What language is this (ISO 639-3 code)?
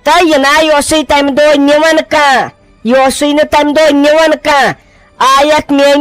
kas